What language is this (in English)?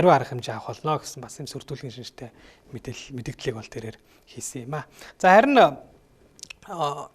Mongolian